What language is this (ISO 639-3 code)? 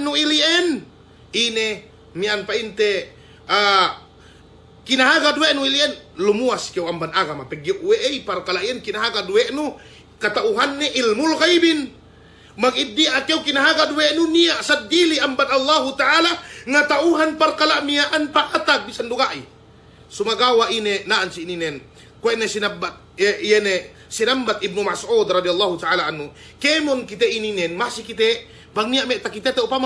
yka